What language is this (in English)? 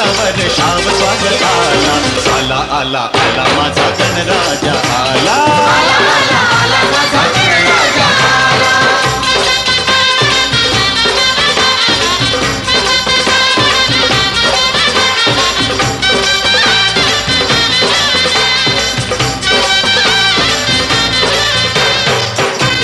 Marathi